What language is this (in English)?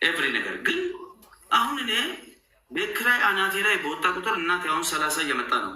Amharic